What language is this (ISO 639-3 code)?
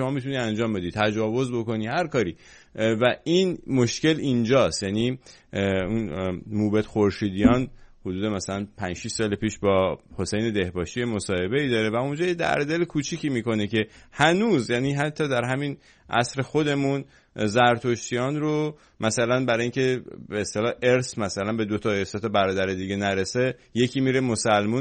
fas